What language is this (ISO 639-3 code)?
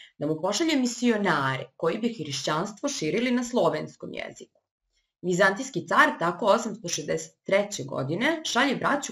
srp